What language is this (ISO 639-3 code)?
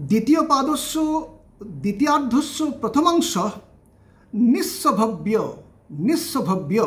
san